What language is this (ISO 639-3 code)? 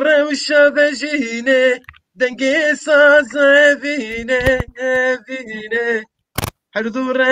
zza